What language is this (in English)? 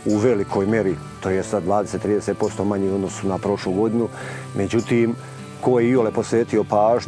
Serbian